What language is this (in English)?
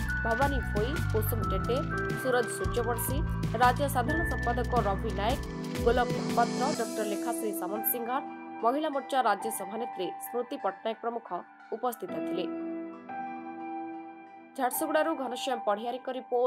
Odia